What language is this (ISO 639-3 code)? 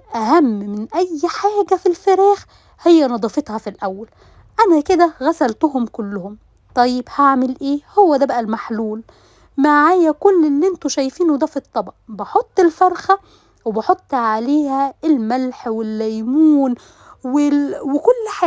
arz